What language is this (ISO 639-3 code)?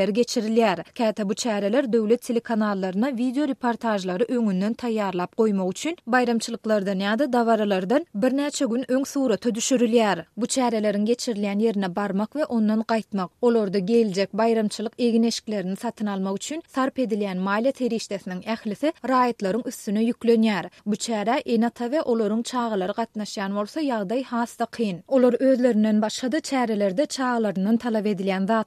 tuk